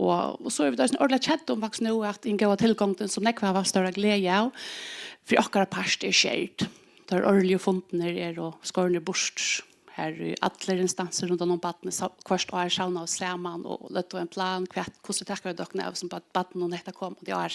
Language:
Faroese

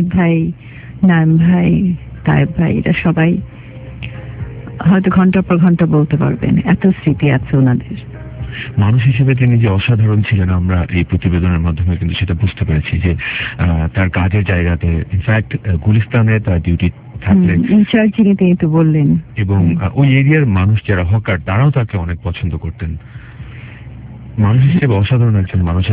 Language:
Bangla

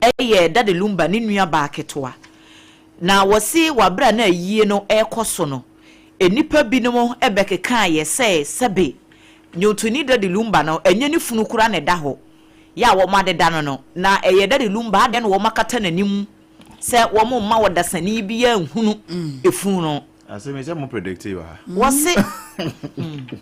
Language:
Akan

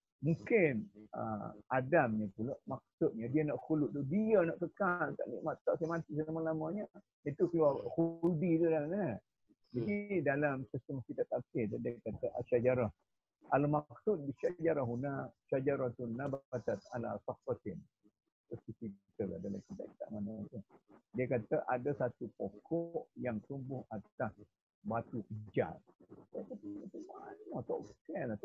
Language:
Malay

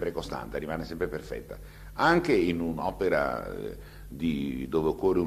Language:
Italian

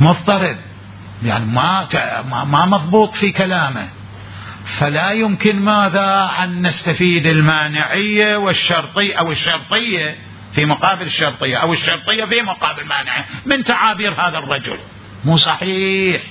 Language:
Mesopotamian Arabic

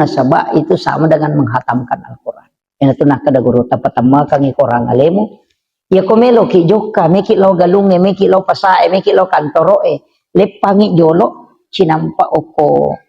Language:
Buginese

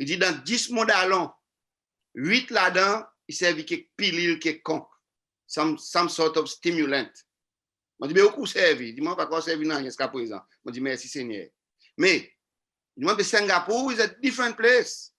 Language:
Seselwa Creole French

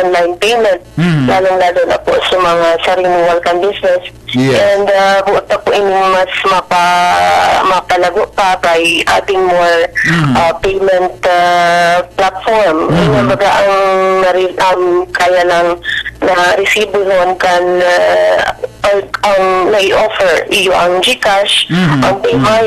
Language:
Bikol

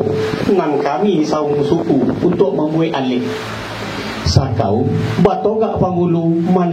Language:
Minangkabau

